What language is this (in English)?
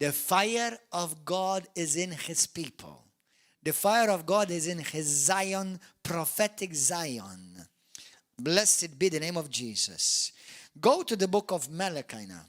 English